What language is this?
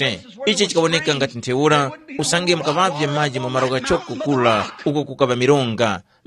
Tumbuka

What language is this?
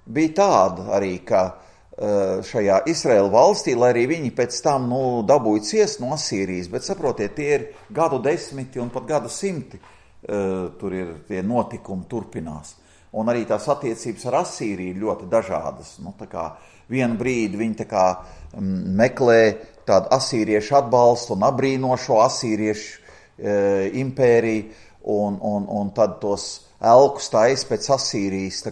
Latvian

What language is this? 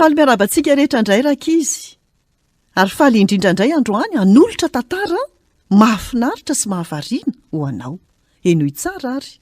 Malagasy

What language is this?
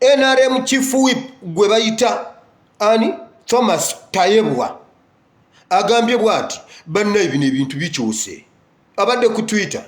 Ganda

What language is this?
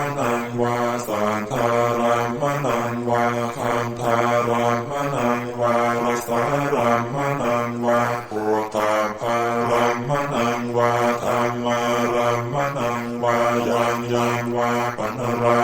Pali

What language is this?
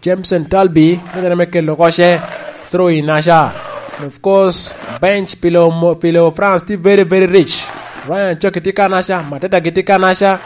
Lango (Uganda)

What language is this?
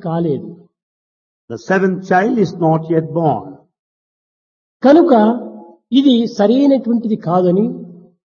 Telugu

